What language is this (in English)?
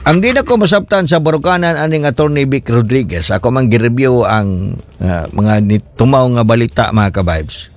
Cebuano